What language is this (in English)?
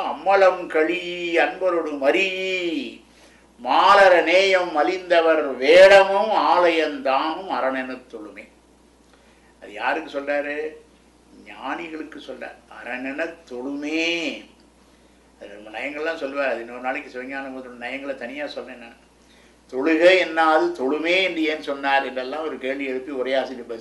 Tamil